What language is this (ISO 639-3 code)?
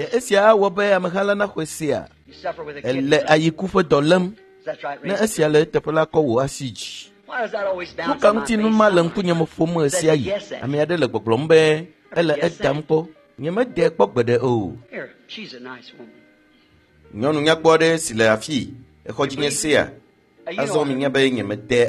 ewe